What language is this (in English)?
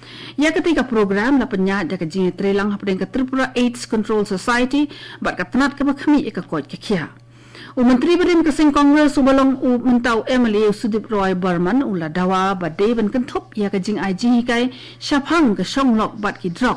Khasi